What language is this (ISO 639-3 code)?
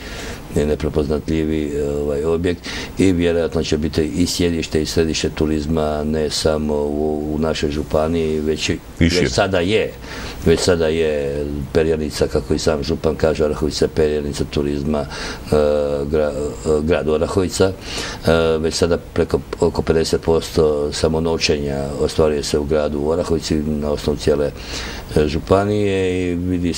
hrv